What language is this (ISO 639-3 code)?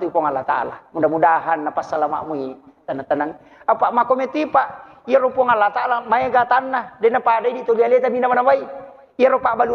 bug